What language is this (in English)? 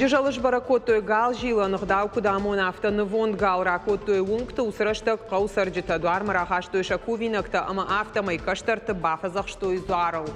Ossetic